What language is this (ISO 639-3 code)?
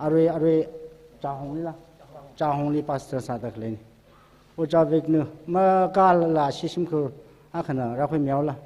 nmf